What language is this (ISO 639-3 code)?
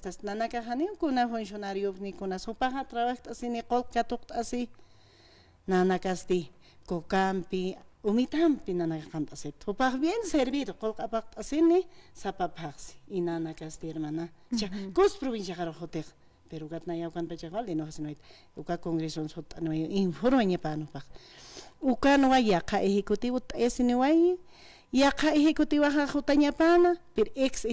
aym